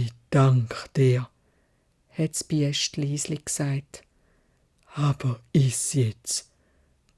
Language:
Swiss German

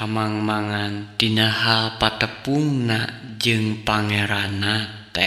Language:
Sundanese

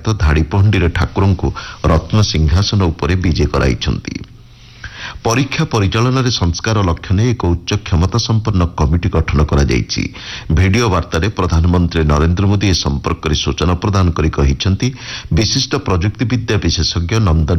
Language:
Odia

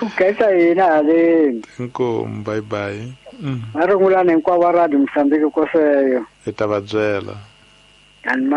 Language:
Tsonga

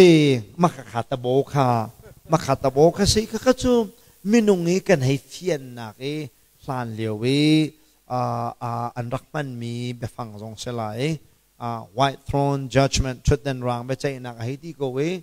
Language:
Hakha Chin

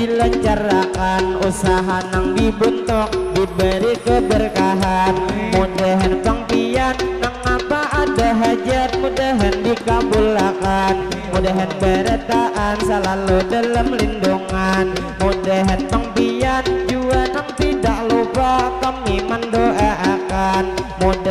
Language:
Banjar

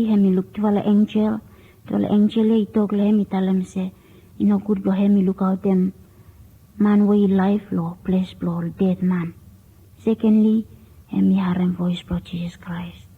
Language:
Bislama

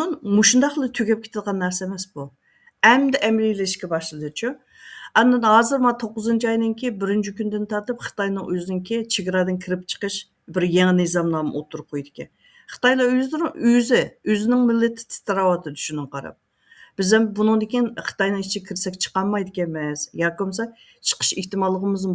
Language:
Uyghur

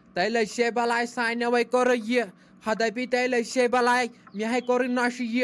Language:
Kashmiri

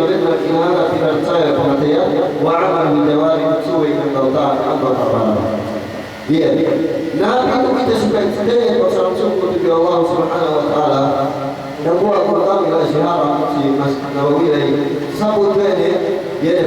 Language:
Yakan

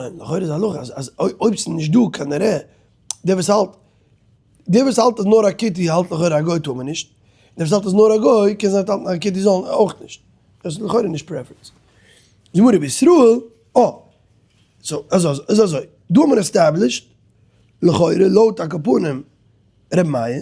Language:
Yiddish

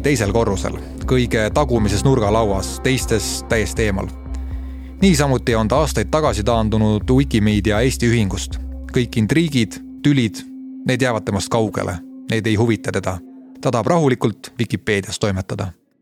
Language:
Estonian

